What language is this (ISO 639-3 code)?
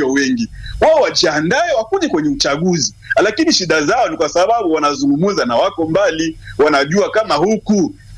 swa